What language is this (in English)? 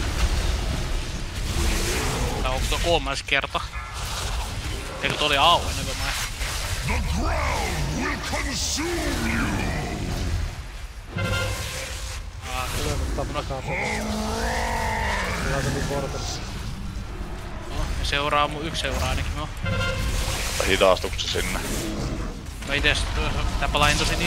Finnish